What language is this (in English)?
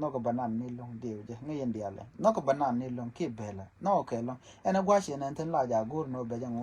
Nuer